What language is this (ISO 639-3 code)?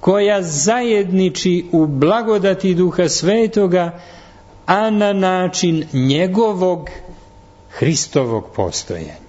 srp